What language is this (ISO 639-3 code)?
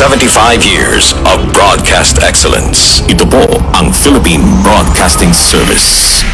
war